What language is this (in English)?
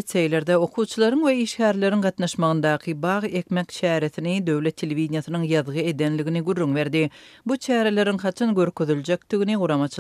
Turkmen